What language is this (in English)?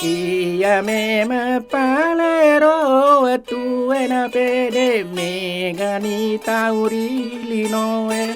Buginese